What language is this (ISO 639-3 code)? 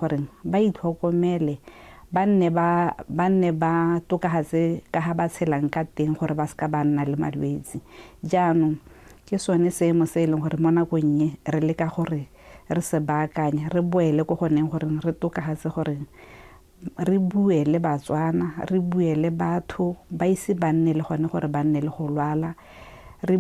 tsn